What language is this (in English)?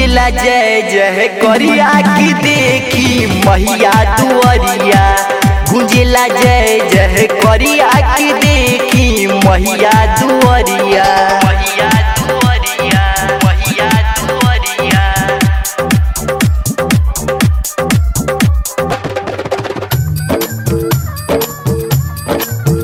Bhojpuri